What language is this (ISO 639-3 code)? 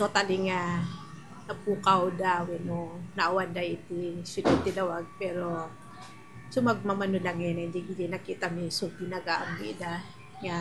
ilo